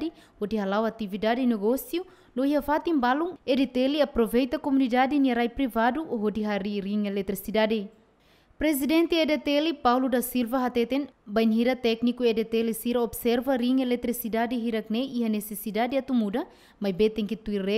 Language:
Tetum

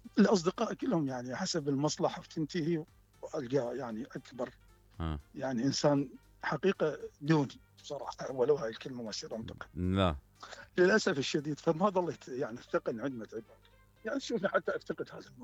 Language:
Mesopotamian Arabic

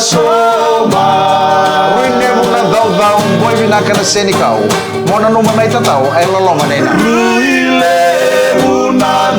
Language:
Fijian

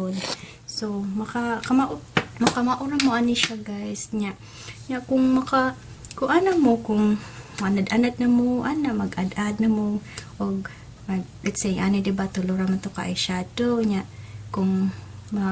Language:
Cebuano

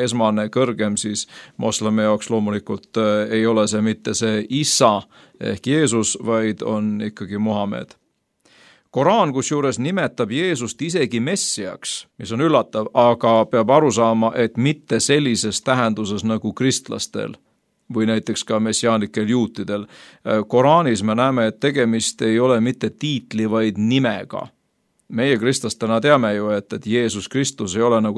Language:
Estonian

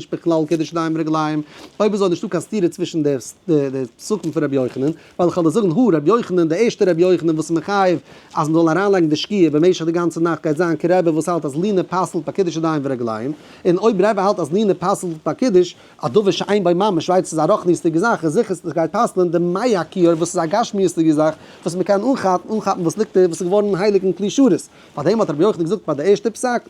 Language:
Yiddish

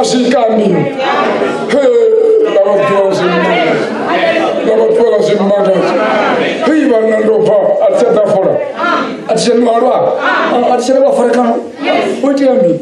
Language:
Venda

